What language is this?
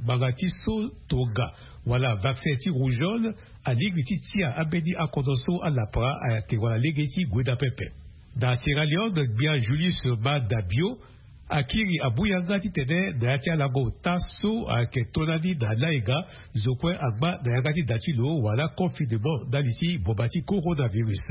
Sango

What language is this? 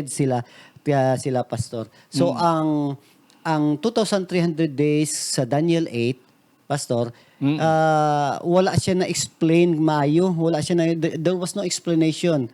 Hiligaynon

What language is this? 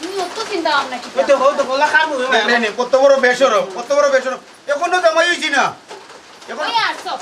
Sylheti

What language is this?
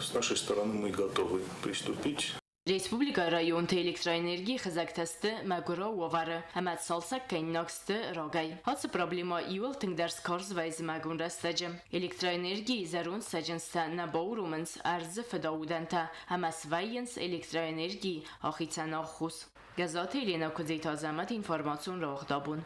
Ossetic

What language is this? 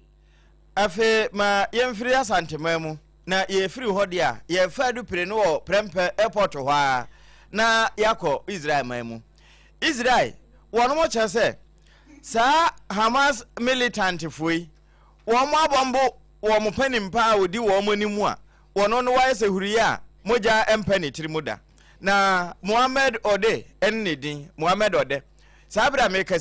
Akan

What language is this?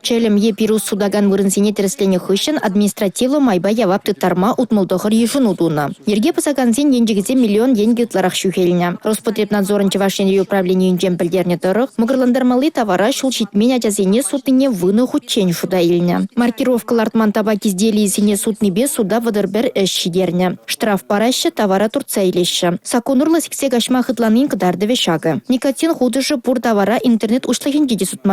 Chuvash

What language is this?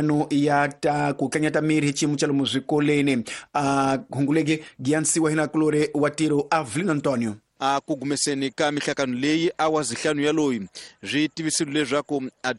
Tsonga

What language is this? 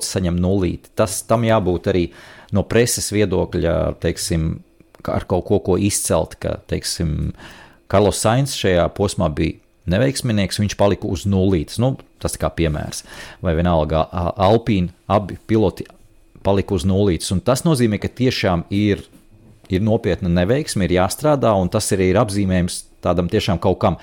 Latvian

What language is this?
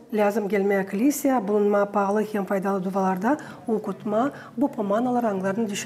Gagauz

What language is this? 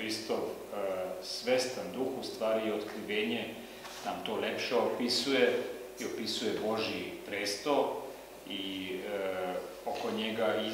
Serbian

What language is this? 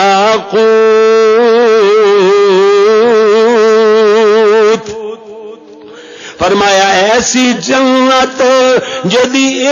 Urdu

